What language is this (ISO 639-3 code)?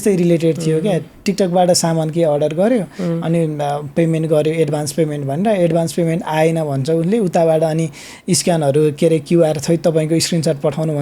nep